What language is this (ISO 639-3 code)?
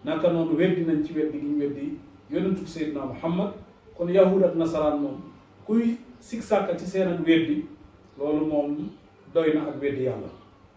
wol